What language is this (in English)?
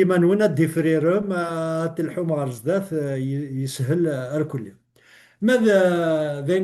Kabyle